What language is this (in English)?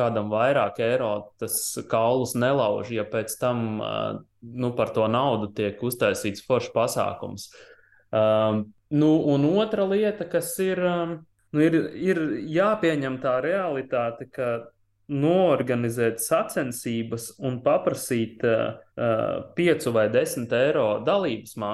Latvian